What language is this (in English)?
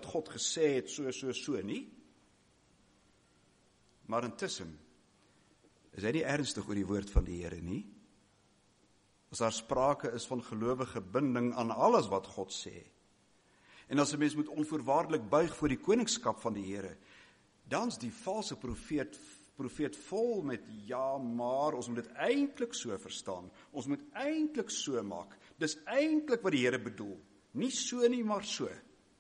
Afrikaans